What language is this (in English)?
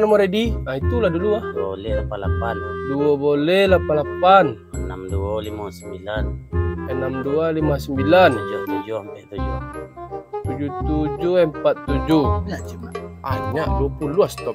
Minangkabau